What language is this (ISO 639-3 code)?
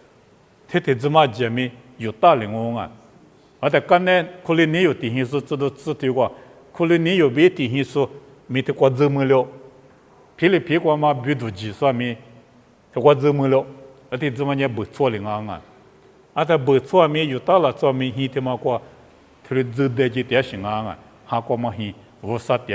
lis